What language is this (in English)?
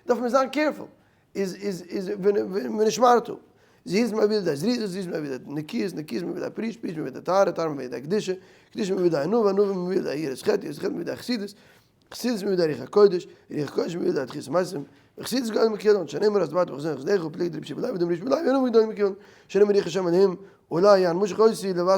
Yiddish